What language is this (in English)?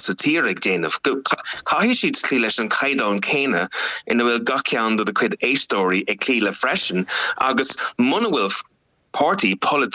Irish